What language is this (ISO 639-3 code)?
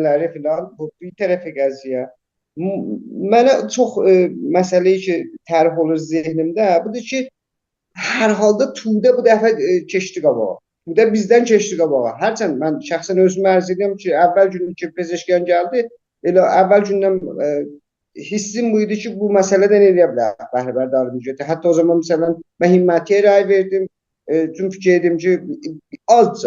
azb